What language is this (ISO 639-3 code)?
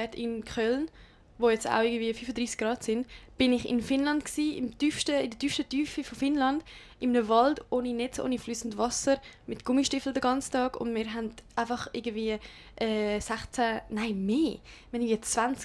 gsw